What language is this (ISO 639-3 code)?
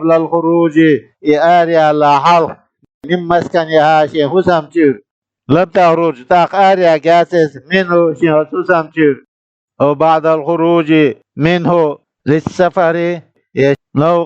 che